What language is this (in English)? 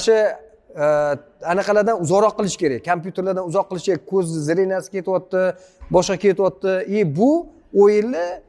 Uzbek